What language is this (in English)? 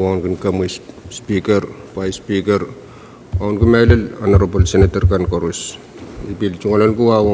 Pohnpeian